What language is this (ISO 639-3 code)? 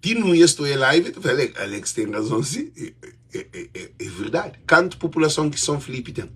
kea